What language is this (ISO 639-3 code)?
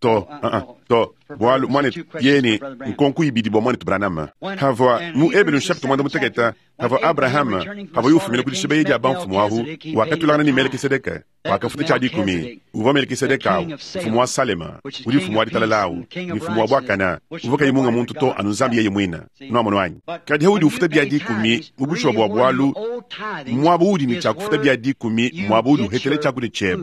lua